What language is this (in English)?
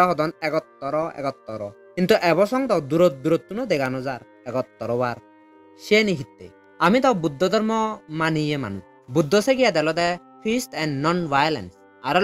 Chakma